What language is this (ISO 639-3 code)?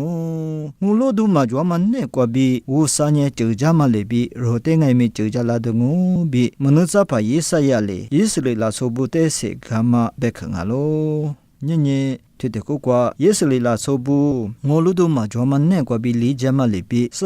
lis